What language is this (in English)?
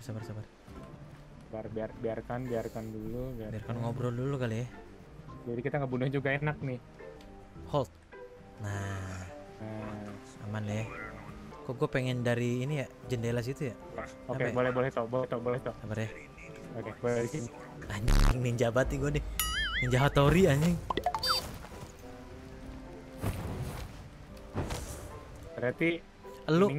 Indonesian